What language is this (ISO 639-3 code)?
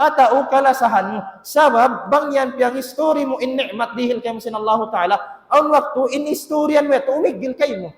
tsg